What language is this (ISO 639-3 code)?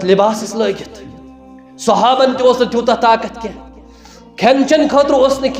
kas